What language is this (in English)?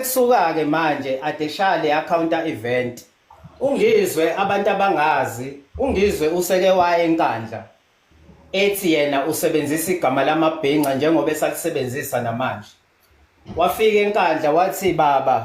Zulu